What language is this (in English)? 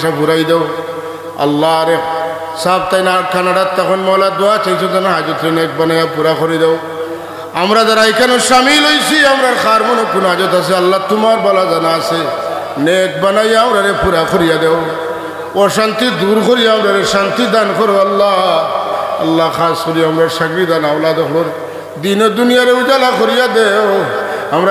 Sylheti